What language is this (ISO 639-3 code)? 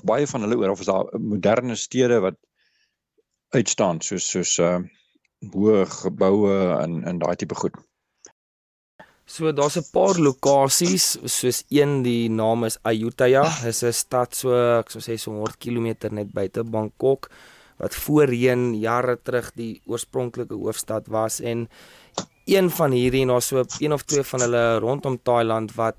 afr